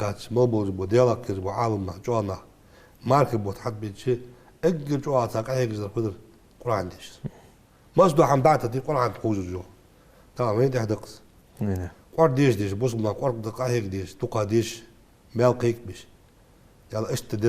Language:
Ingush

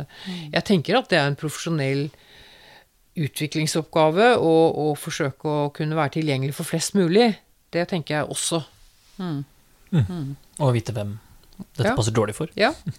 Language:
Norwegian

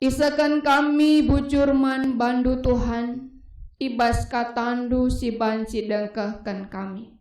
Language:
Batak Karo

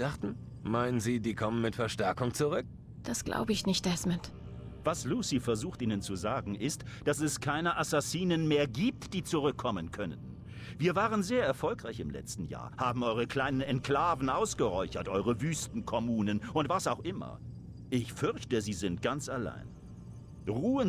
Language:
Bavarian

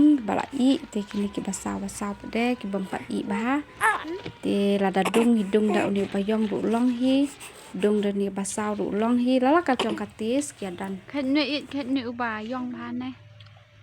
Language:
Khasi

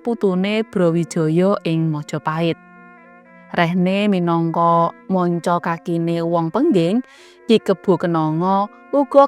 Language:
Javanese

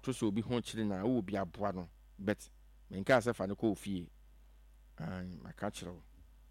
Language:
Akan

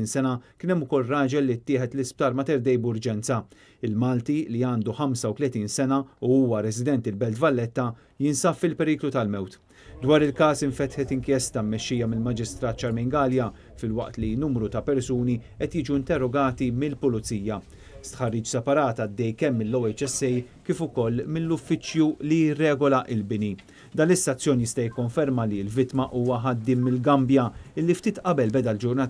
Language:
Maltese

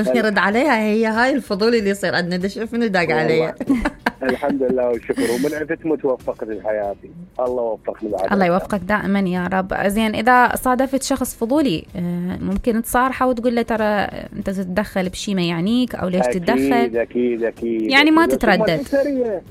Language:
Mesopotamian Arabic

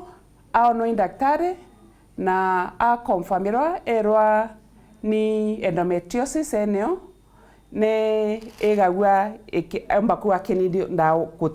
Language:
Meru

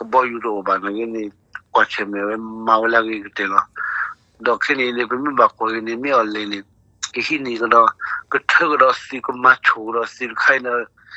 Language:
S'gaw Karen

